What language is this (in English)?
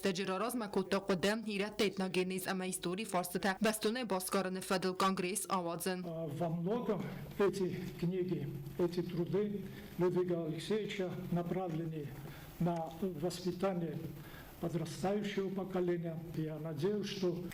Ossetic